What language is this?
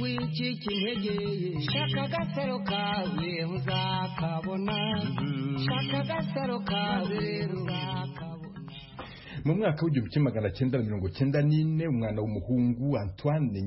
Kinyarwanda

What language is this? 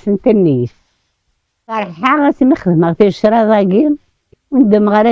Kabyle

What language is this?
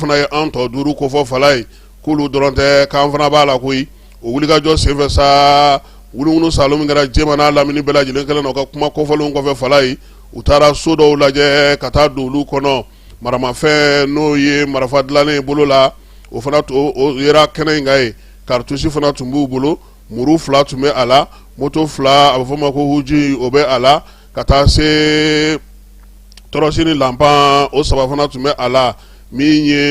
Bambara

